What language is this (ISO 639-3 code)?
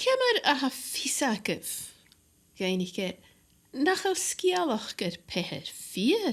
gla